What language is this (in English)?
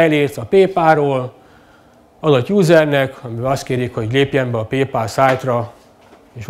Hungarian